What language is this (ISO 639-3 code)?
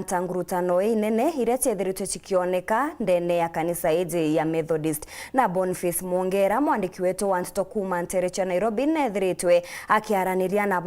mer